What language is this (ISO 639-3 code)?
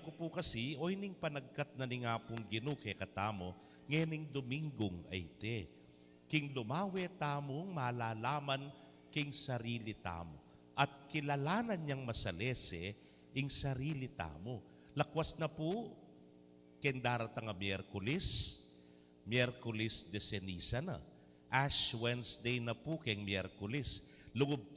pam